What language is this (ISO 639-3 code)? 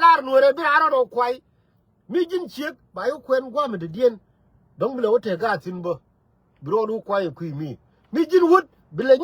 nus